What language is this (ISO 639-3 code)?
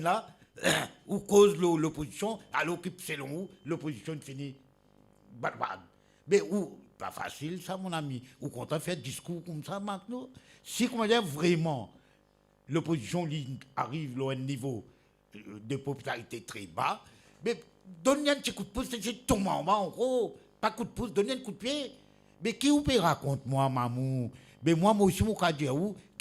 mfe